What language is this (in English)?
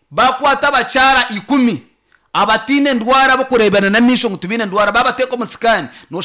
Nyankole